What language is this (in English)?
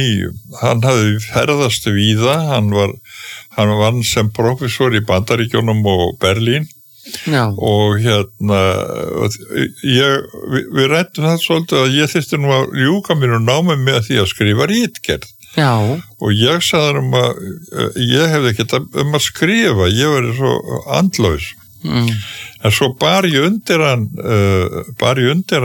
Icelandic